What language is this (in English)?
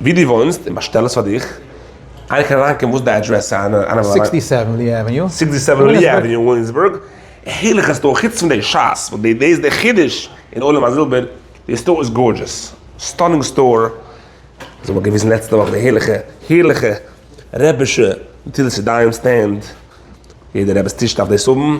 Yiddish